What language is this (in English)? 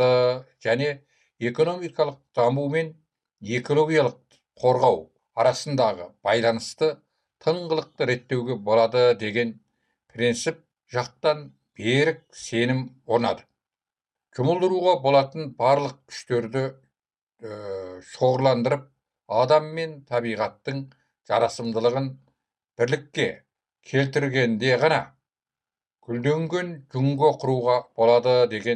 Kazakh